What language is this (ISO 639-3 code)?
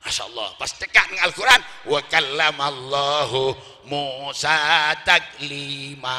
mad